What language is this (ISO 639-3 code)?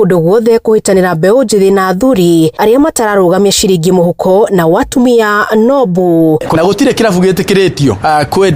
kik